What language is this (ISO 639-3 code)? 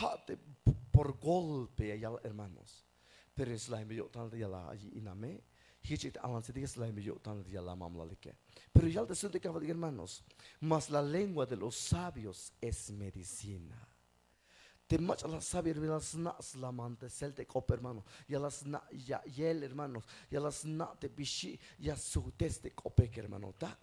tzh